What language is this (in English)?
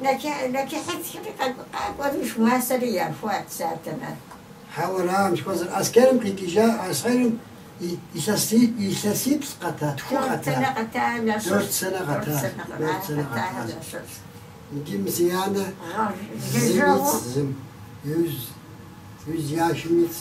Kabardian